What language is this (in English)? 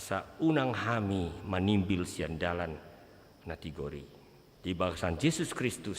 Batak Toba